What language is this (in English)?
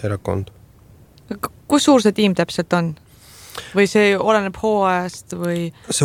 Estonian